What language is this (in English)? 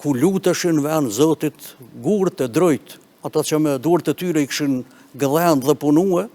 Albanian